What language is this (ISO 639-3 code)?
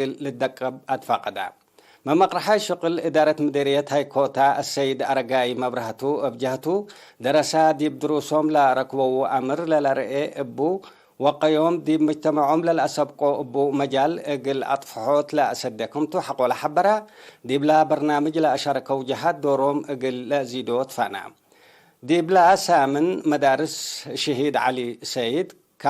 tig